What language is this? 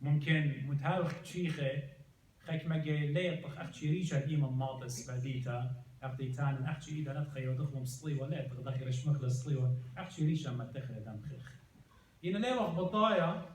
Assyrian Neo-Aramaic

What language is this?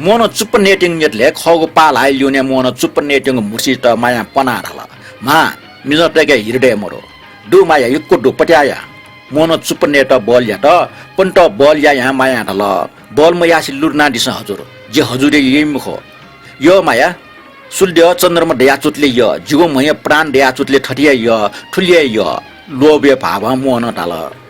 Newari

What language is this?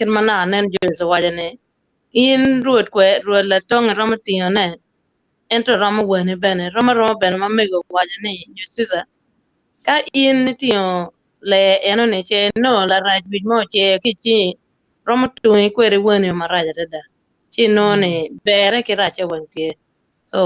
Acoli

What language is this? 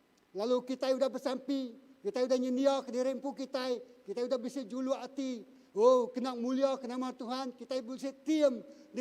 Iban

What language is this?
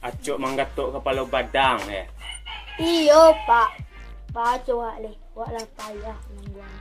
Minangkabau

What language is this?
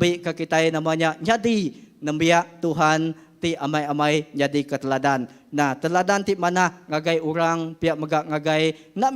Iban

